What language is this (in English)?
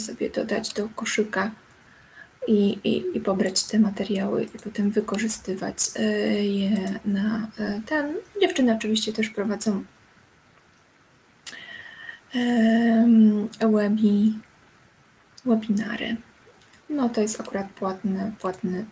Polish